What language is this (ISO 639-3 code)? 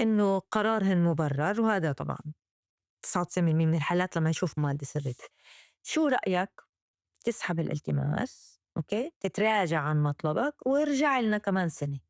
apc